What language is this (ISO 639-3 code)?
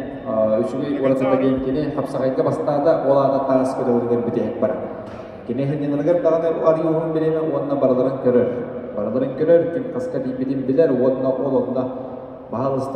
sah